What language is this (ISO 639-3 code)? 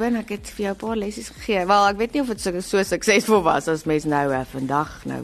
afr